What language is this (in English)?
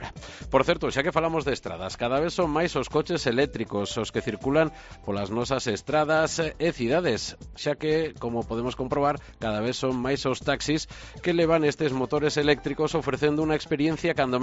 Galician